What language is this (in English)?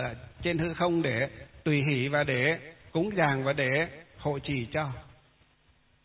Vietnamese